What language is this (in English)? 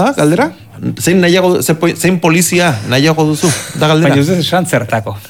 Basque